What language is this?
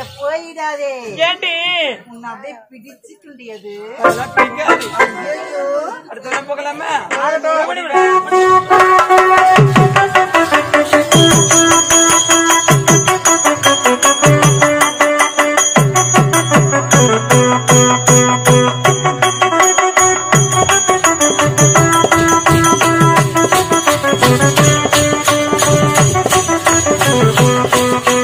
Tamil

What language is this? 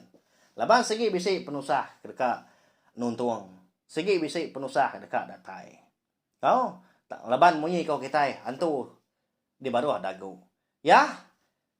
Iban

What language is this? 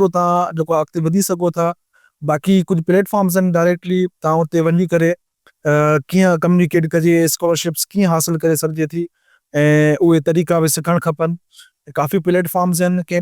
Sindhi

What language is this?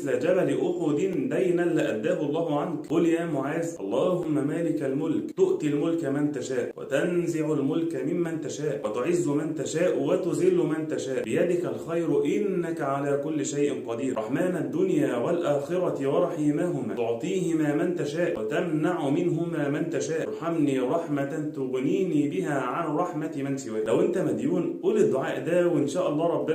Egyptian Arabic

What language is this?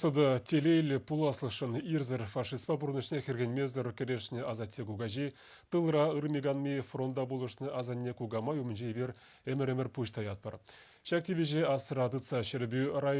Chuvash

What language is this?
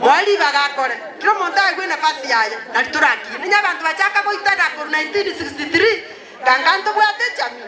Gusii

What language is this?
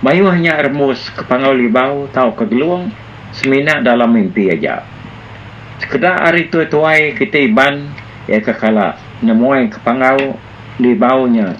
Iban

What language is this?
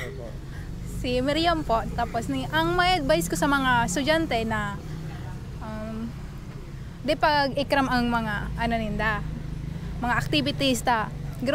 Bikol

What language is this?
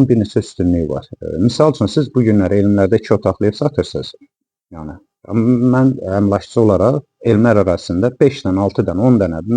Azerbaijani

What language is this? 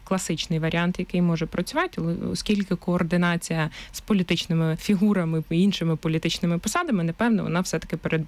Ukrainian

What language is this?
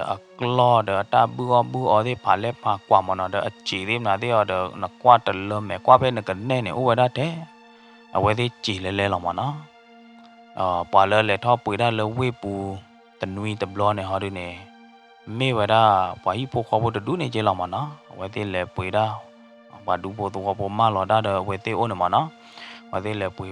S'gaw Karen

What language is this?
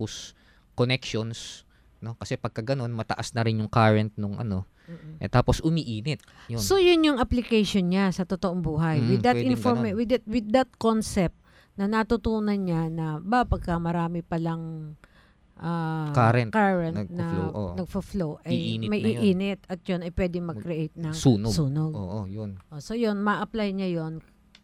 Filipino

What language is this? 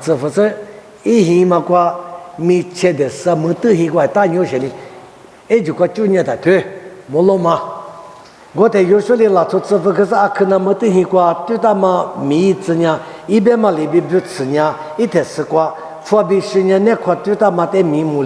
Lisu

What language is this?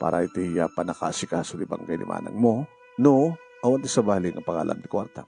Iloko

